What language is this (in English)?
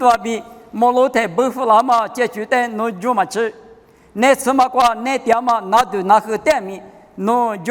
Lisu